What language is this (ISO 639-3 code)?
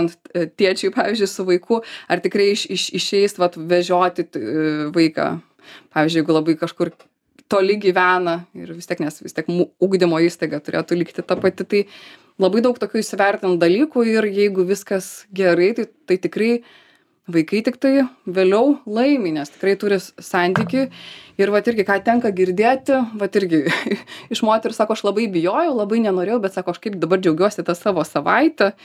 lit